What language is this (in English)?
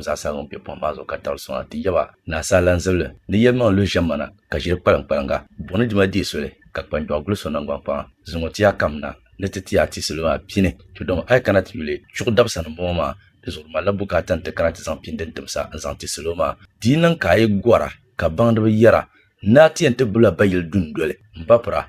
Dagbani